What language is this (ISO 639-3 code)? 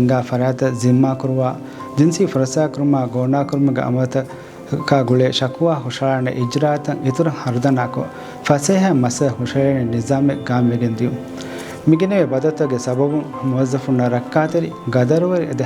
div